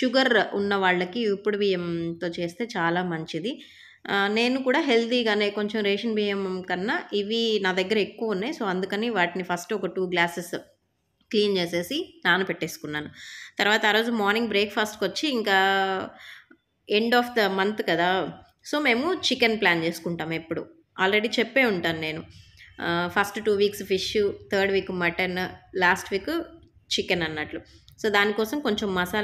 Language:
Telugu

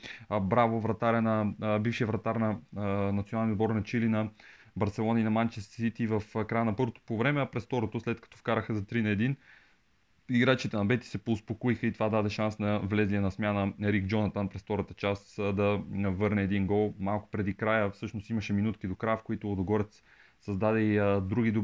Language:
Bulgarian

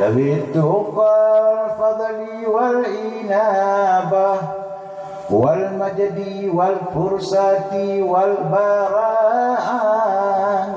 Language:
Achinese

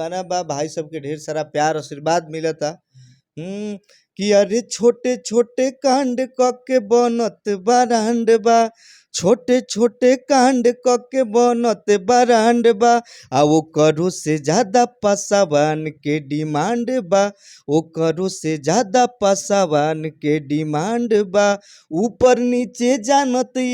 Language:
Bhojpuri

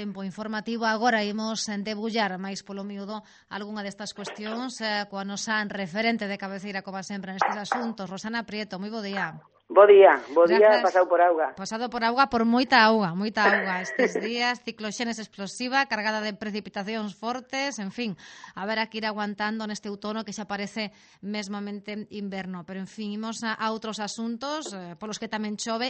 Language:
Galician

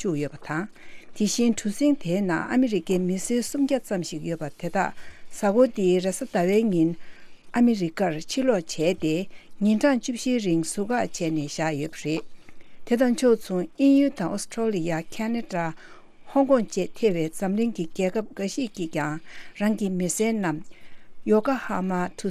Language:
Tibetan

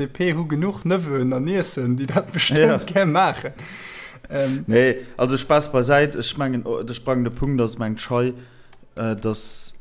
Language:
Luxembourgish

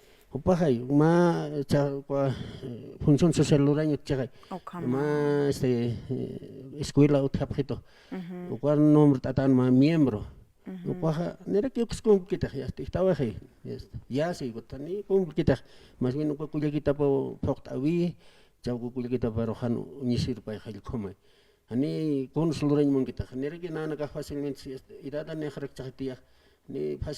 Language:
Aymara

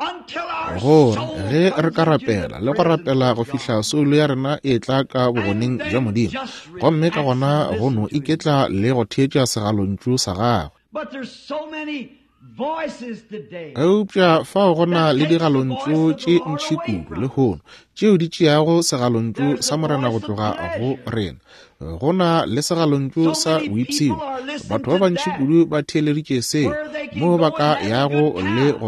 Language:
Northern Sotho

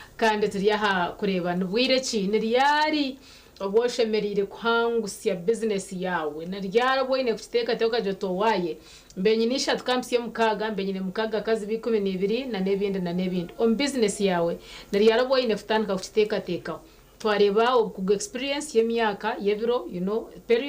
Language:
Nyankole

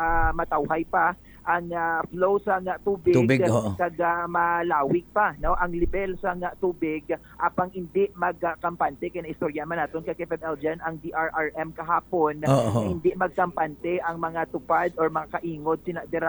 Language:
Hiligaynon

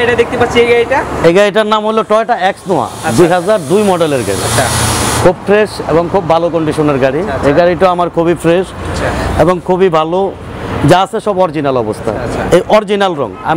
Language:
Bangla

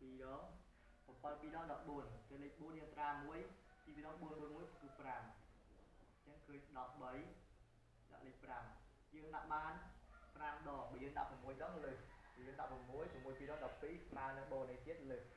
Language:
Khmer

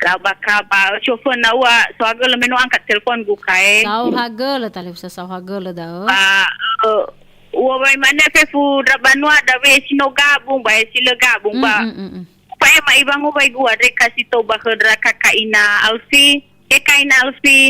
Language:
Nias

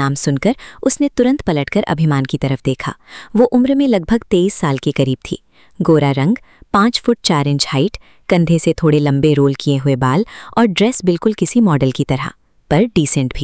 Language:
Hindi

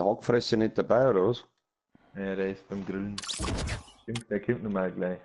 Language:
Bavarian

